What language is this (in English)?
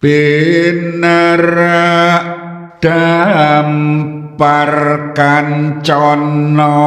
Javanese